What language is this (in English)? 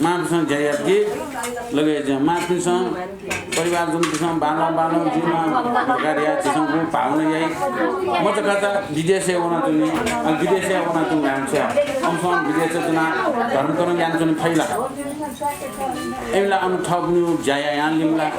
Newari